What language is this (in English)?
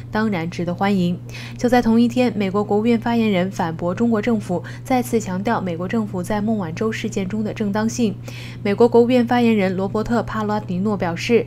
Chinese